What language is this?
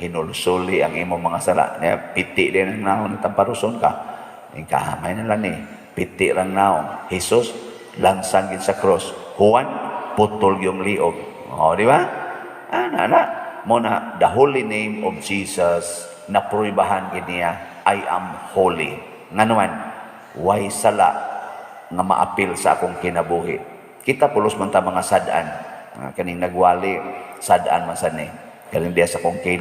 Cebuano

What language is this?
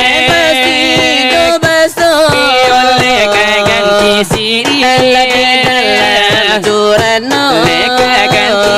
Minangkabau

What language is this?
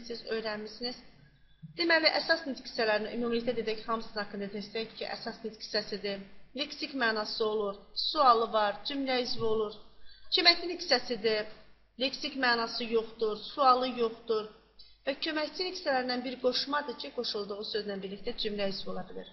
Azerbaijani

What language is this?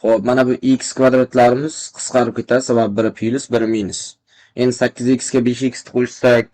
Uzbek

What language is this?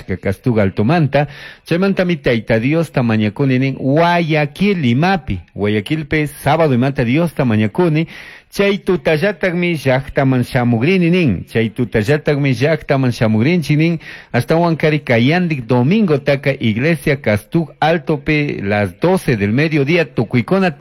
Chimborazo Highland Quichua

